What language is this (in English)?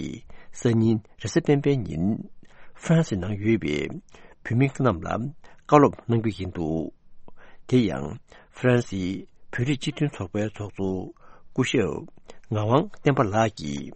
Tibetan